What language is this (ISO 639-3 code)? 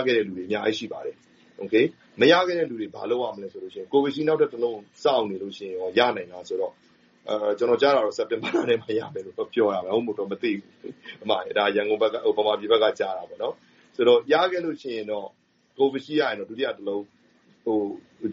mya